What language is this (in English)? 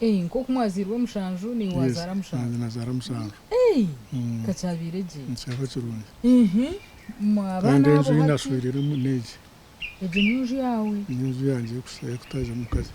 Nyankole